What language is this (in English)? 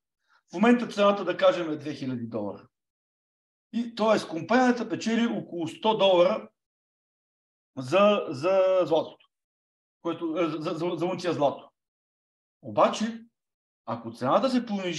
Bulgarian